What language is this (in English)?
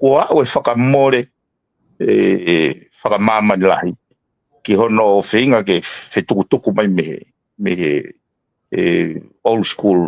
Tongan